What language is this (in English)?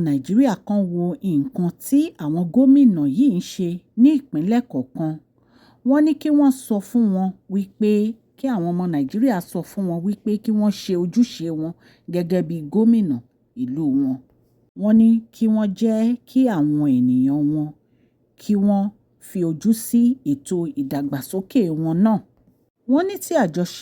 Yoruba